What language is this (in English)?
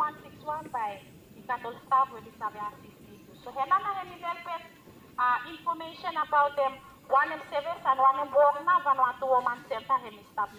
Bislama